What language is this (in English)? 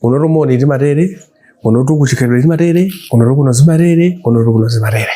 Nyanja